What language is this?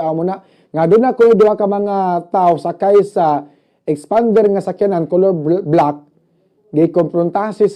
Cebuano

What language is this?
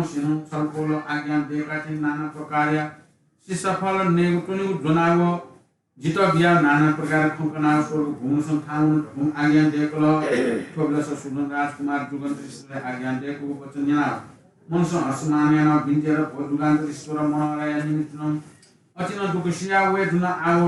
Newari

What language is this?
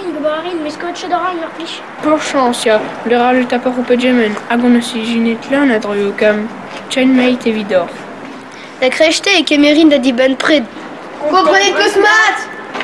Breton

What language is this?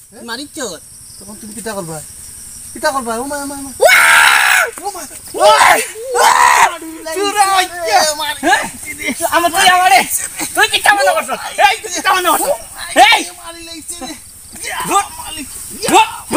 Sylheti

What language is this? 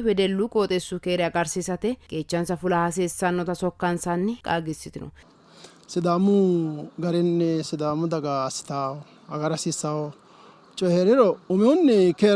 Sidamo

